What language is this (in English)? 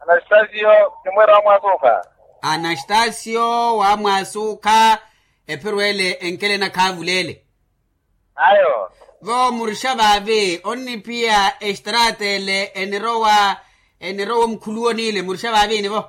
Makhuwa